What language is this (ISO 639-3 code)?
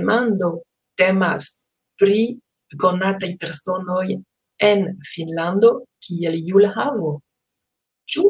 epo